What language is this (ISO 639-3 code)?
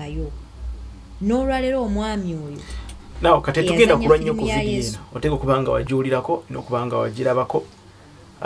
lug